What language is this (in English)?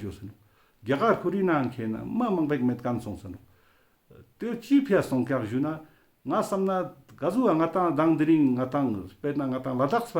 Ladakhi